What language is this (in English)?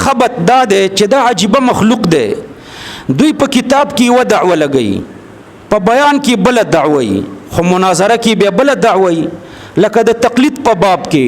Pashto